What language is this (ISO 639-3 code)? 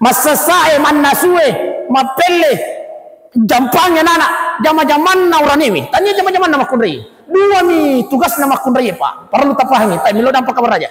bug